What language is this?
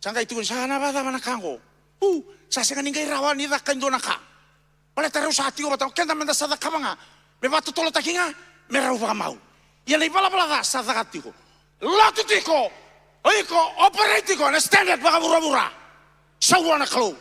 Fijian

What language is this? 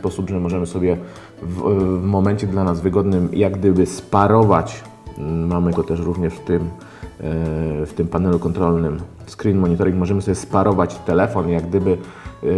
Polish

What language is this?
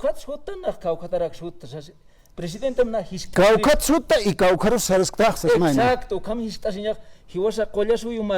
Aymara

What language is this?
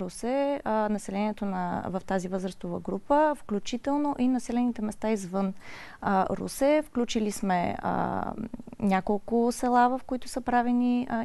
Bulgarian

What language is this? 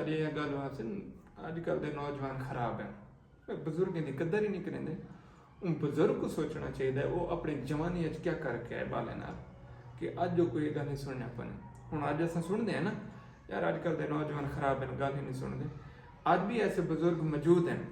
Saraiki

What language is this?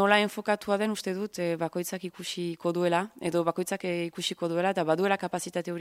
Basque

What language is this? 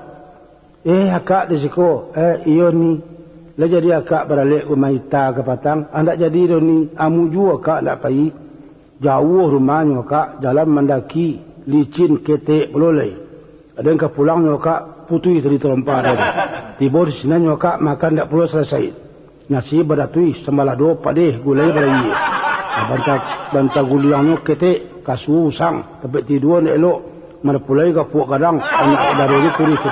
Minangkabau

